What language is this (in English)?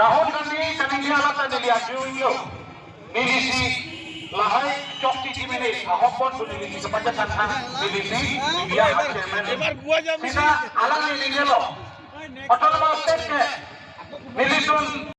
Karbi